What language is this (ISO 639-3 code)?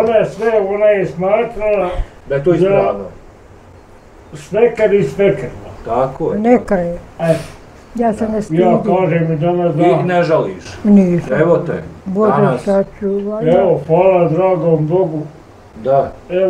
bos